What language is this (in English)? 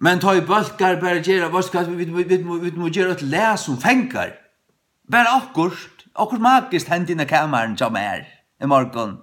Faroese